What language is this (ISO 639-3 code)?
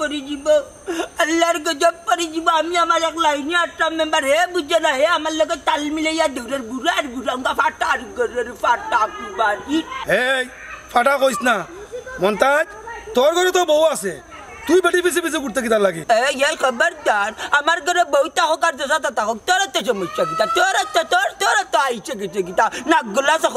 syl